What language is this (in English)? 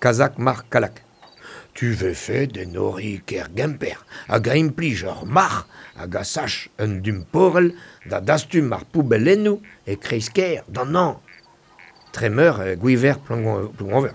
Breton